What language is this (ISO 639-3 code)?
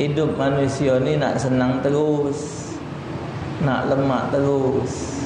mui